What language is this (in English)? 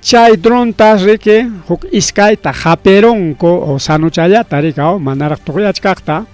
Ayacucho Quechua